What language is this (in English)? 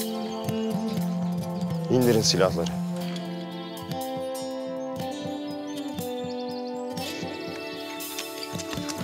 Turkish